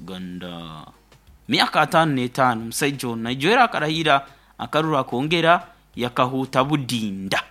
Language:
Nyoro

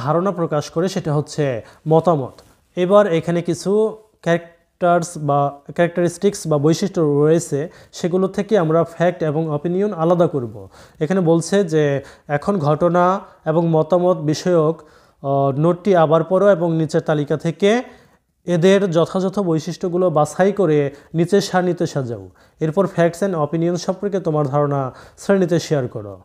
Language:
Bangla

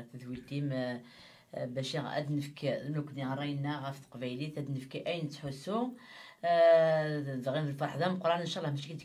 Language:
Kabyle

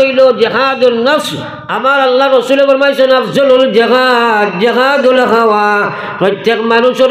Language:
Sylheti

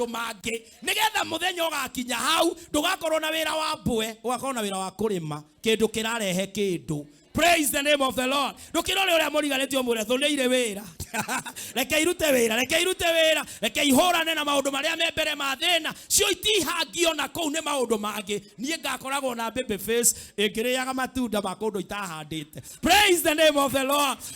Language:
Kikuyu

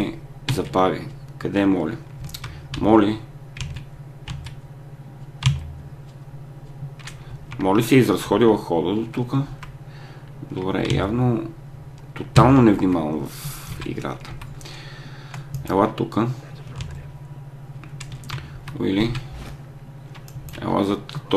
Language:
Bulgarian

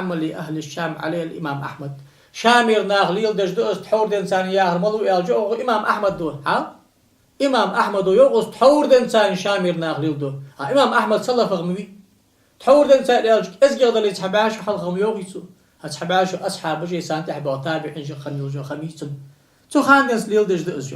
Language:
Ingush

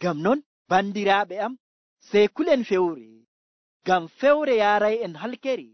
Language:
Nigerian Fulfulde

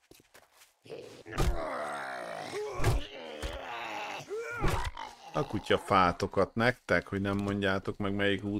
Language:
Hungarian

